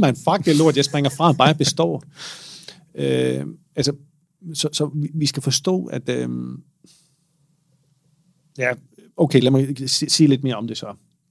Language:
Danish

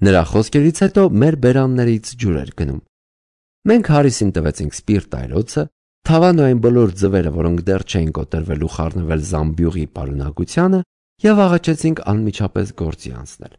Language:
Armenian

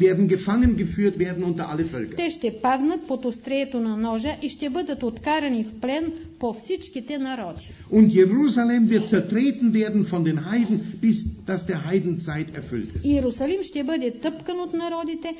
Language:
Bulgarian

